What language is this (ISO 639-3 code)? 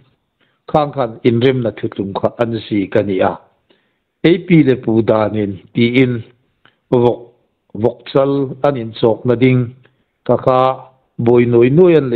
hmr